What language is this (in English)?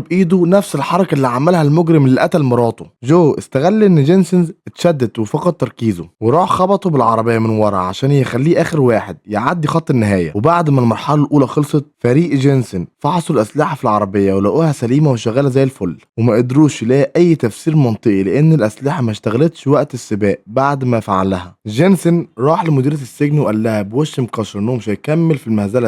Egyptian Arabic